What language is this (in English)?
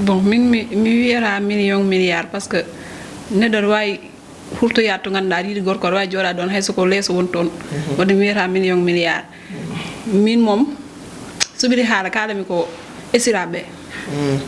Fula